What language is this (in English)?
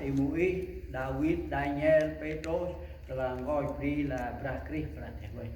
Central Mnong